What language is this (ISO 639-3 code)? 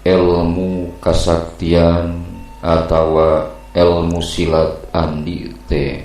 sun